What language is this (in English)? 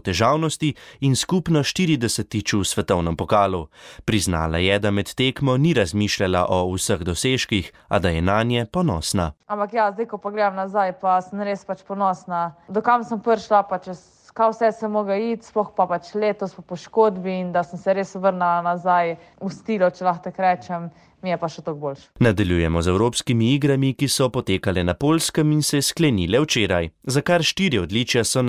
Slovenian